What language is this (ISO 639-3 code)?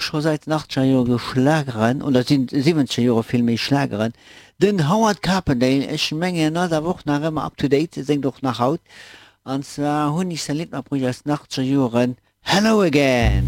ltz